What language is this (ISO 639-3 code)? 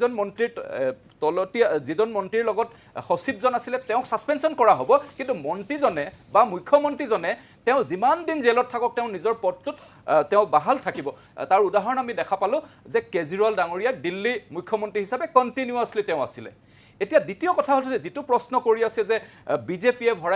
asm